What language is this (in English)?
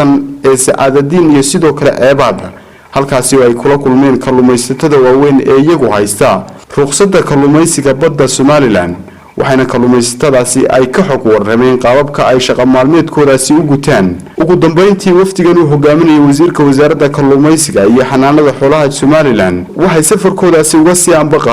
Somali